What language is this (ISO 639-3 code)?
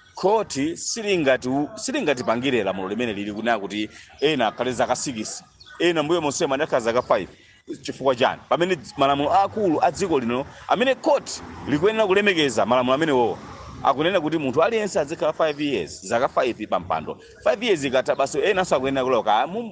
nya